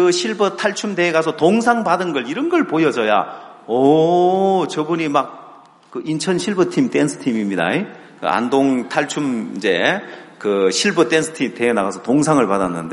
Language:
Korean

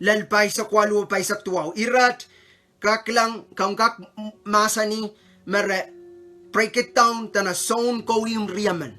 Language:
Pohnpeian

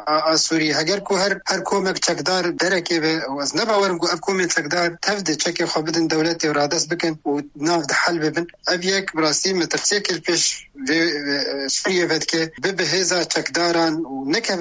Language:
Kurdish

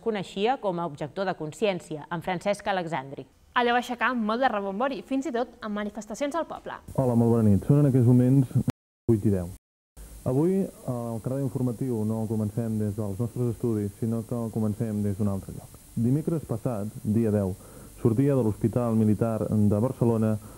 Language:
Catalan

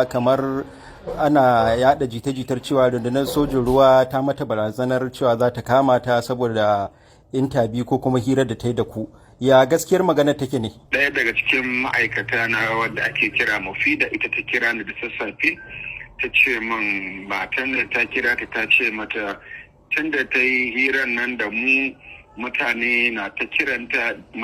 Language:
Hausa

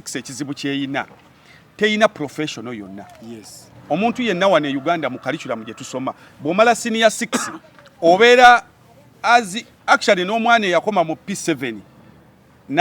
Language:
Ganda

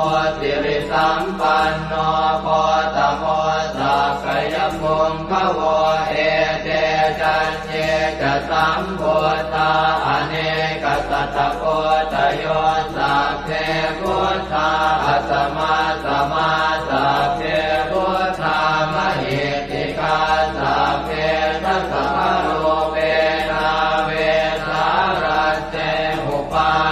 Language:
Pali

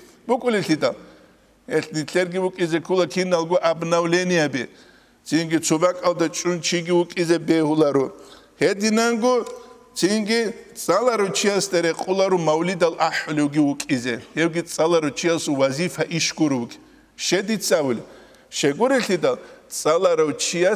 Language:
Avaric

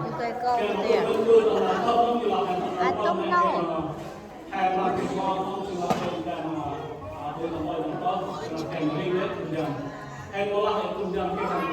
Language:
Central Mnong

